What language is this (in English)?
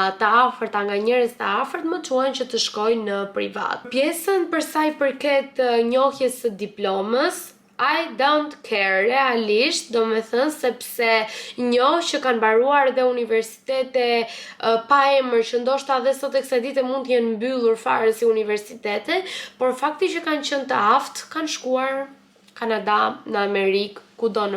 Albanian